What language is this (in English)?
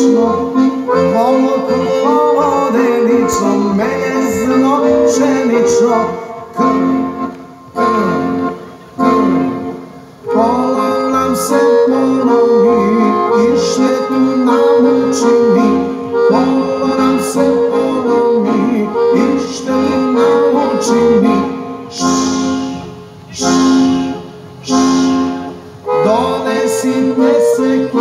Serbian